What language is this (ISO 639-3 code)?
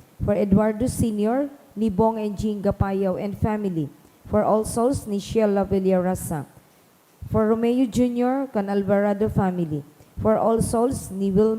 bik